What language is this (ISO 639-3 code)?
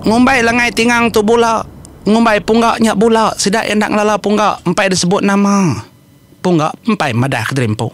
iba